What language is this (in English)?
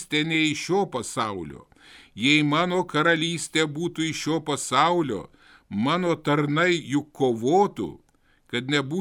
Lithuanian